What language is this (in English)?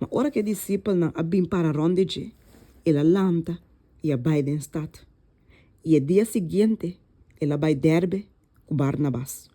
Papiamento